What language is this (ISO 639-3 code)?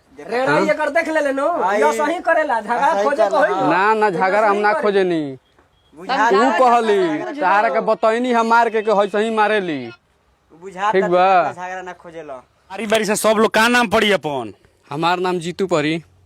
bho